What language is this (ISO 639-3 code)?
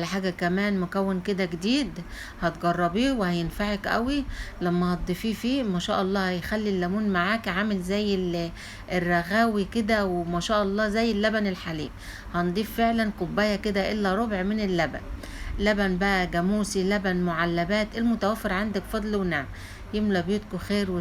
arz